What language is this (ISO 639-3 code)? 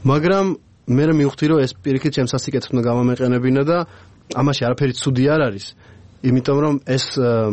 kat